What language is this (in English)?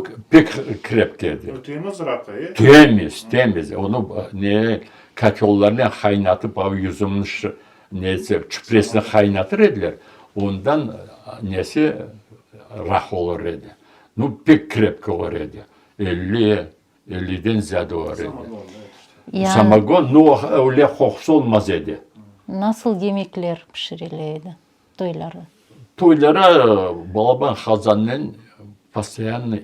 Crimean Tatar